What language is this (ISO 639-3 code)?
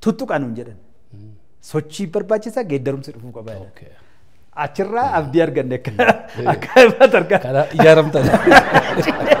orm